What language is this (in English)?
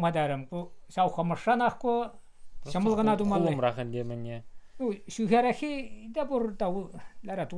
Chuvash